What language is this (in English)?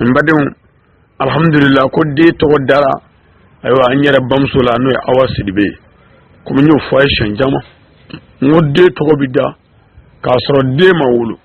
Bambara